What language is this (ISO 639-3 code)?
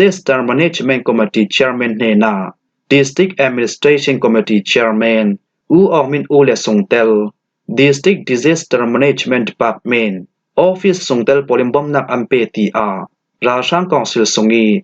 cfm